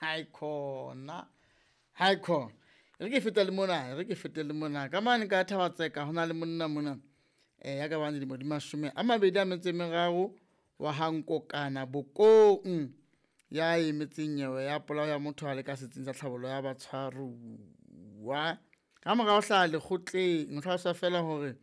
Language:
Southern Sotho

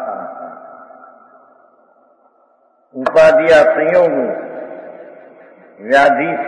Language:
Gujarati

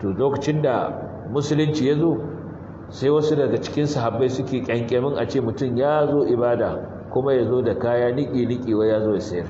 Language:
Hausa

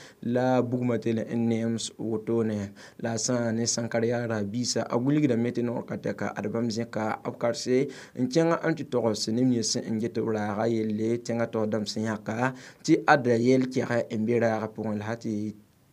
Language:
Mossi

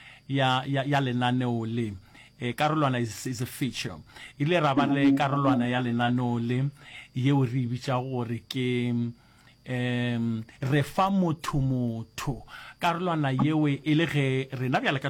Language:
Northern Sotho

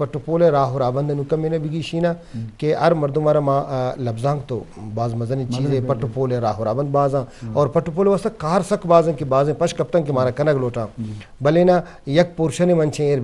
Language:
Eastern Balochi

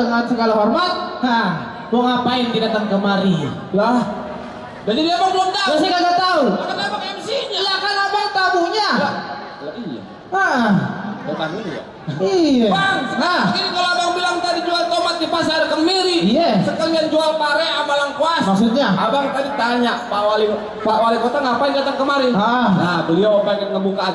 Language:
Betawi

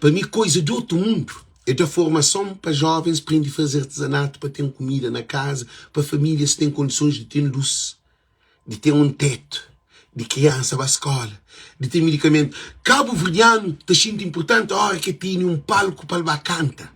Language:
Kabuverdianu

